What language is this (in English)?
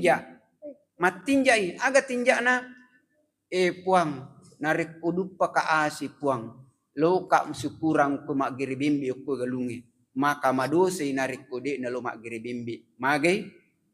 Buginese